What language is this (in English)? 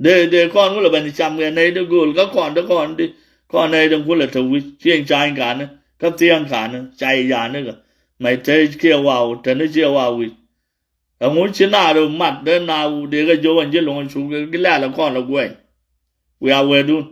Nuer